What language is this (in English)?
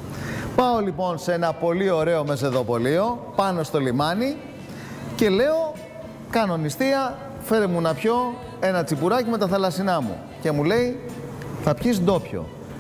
Greek